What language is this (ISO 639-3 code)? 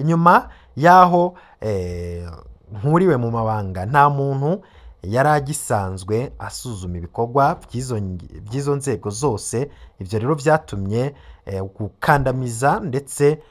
run